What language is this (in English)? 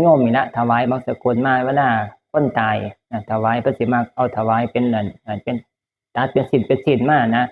Northeastern Thai